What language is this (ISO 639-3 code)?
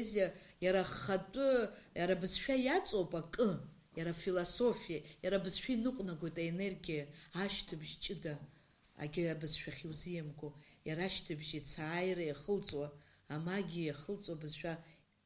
abk